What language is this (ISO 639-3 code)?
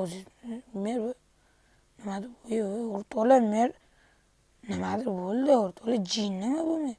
uzb